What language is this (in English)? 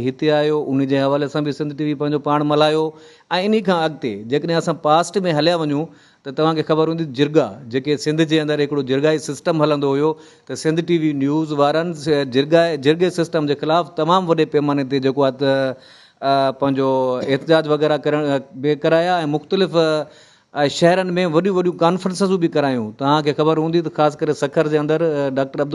Sindhi